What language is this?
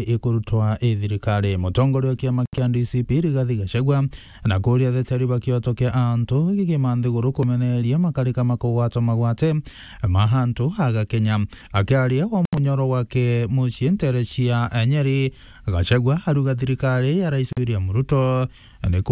Meru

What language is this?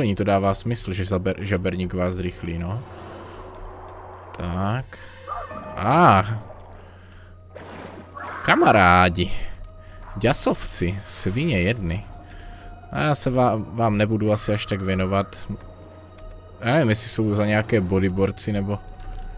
Czech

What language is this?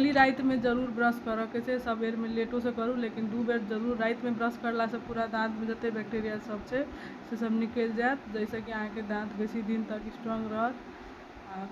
Maithili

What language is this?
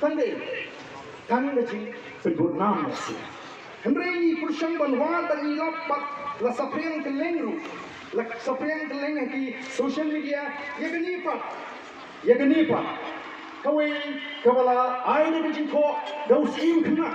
Khasi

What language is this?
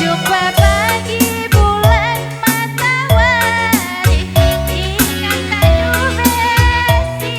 Batak Karo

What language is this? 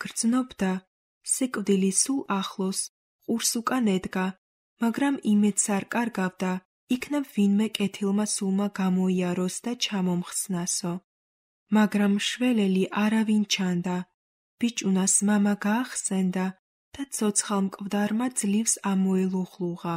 Georgian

